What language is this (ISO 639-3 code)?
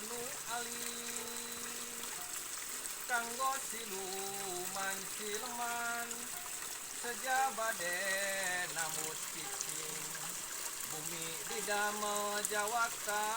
sun